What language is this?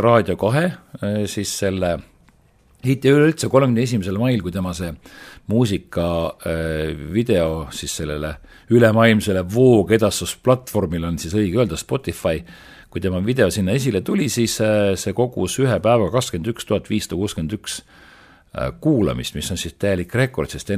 Estonian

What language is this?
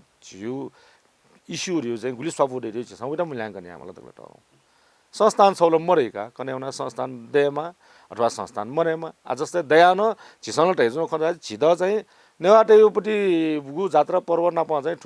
Newari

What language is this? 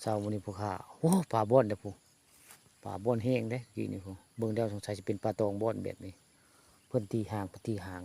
Northeastern Thai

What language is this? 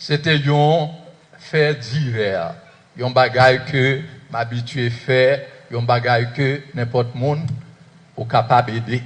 Haitian Creole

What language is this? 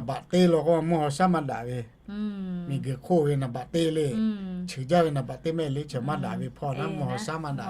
Lahu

